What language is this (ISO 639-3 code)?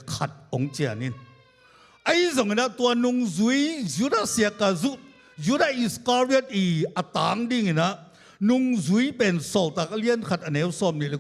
ctd